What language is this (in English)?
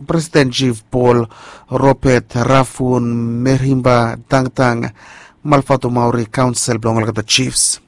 Bislama